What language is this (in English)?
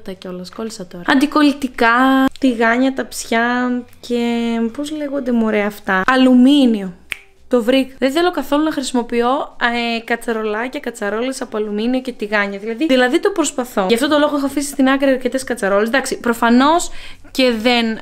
Greek